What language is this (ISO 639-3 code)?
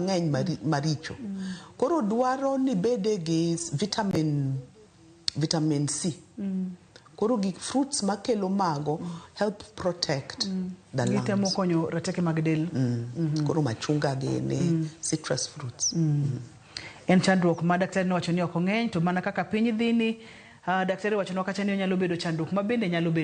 luo